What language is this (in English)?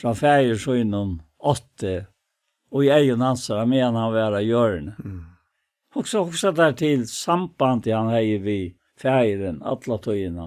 Faroese